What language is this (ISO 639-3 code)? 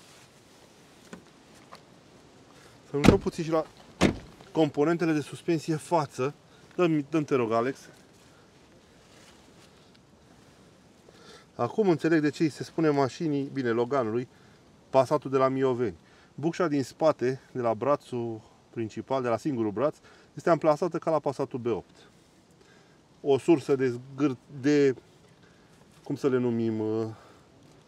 ron